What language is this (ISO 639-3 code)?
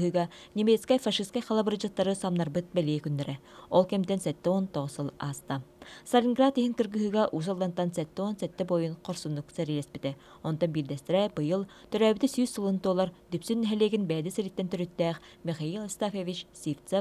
sah